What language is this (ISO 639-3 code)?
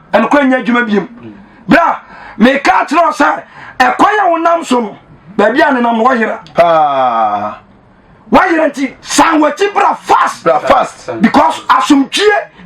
aka